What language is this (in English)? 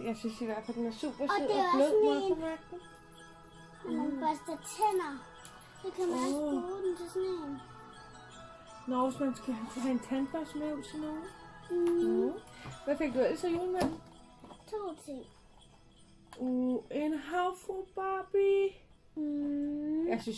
Danish